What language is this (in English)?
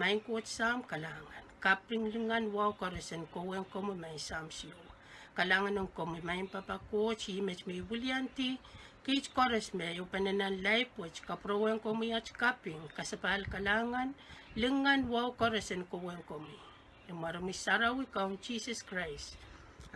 Pohnpeian